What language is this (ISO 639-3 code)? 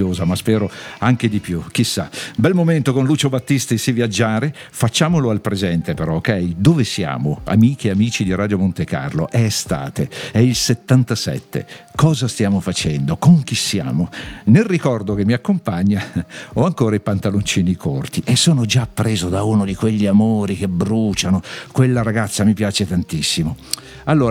ita